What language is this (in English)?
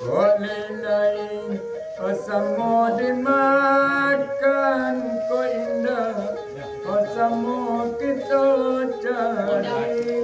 Minangkabau